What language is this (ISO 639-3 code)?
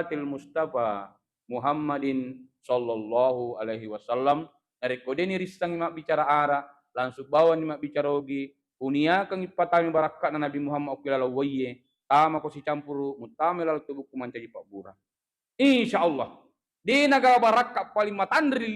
bug